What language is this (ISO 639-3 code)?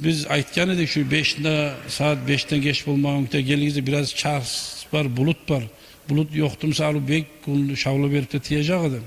kum